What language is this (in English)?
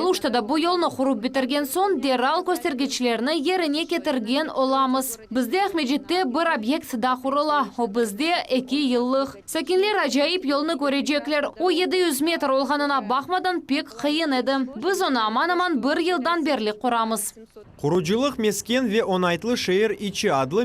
Crimean Tatar